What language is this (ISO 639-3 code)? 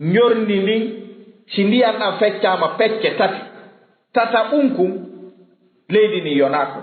ful